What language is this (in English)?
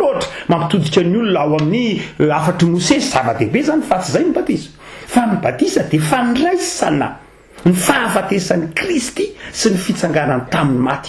Malagasy